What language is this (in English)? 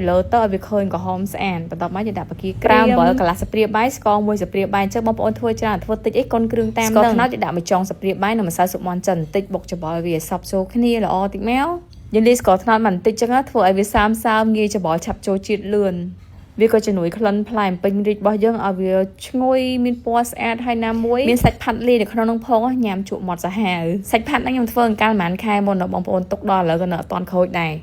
Khmer